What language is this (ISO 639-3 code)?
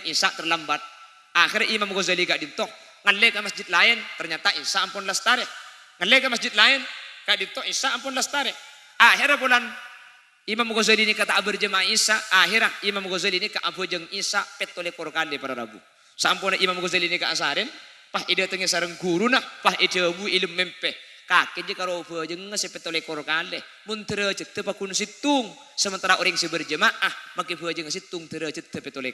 mad